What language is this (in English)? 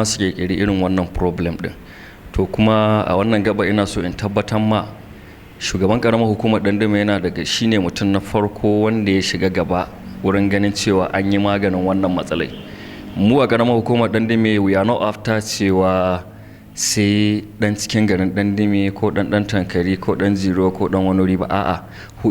Hausa